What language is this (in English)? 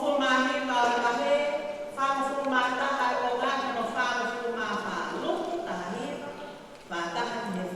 Tongan